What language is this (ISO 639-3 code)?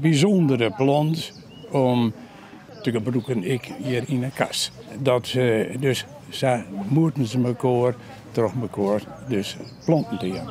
fry